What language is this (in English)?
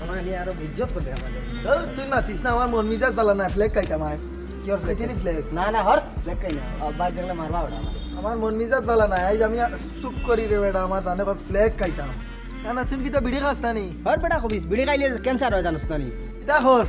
Sylheti